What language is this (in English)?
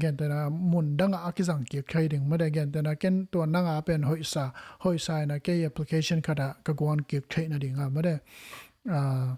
Tedim Chin